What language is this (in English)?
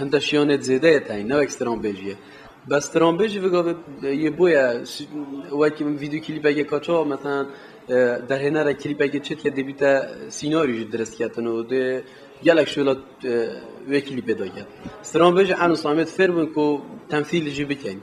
Kurdish